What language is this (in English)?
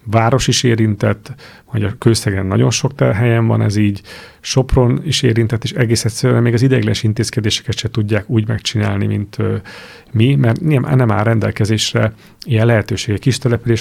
Hungarian